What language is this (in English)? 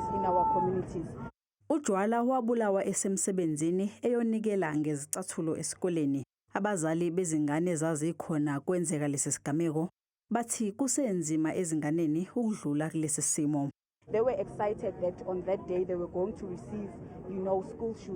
Zulu